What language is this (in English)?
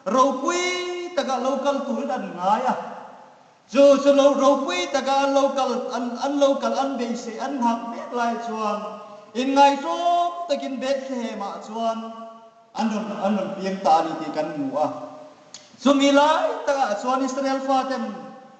Hmar